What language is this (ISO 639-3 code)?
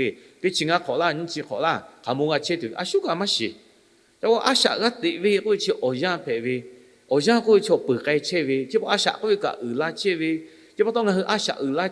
lhu